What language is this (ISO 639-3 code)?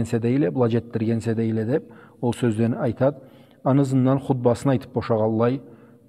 krc